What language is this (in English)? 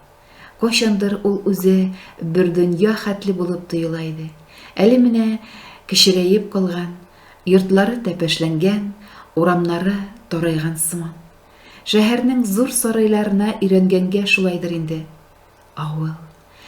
Tatar